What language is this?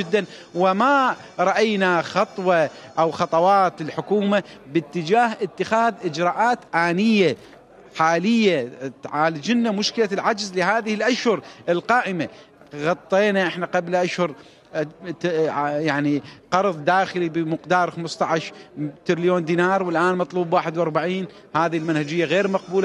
Mesopotamian Arabic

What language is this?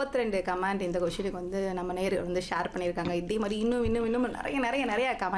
Tamil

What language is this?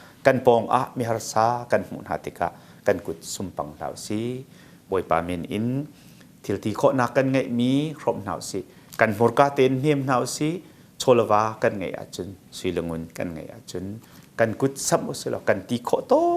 Hakha Chin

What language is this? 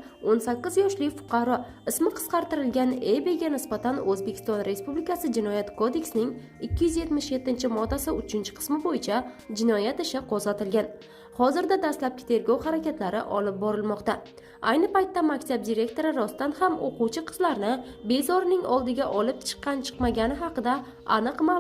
Uzbek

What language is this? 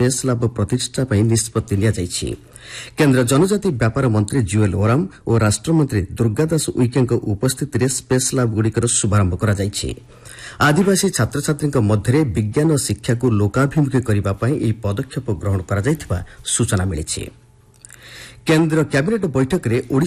Odia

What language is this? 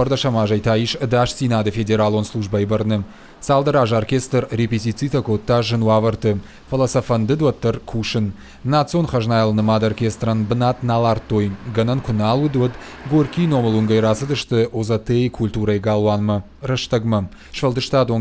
Ossetic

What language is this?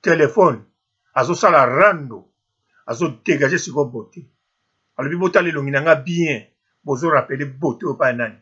Lingala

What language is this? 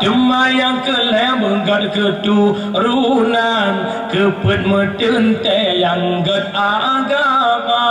Achinese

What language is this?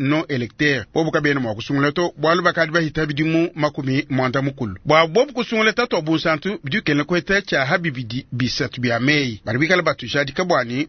Luba-Lulua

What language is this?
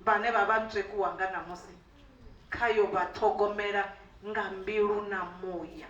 Venda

